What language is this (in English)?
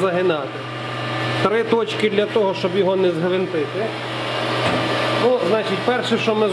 Ukrainian